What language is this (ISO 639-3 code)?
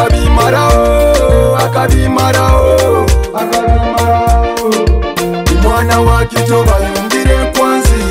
nyo